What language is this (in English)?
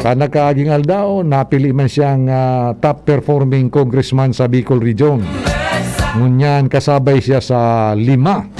Bikol